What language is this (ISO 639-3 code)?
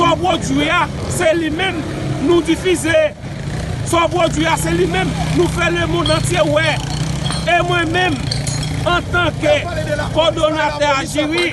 hat